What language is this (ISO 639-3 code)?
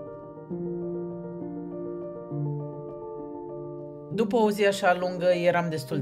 ron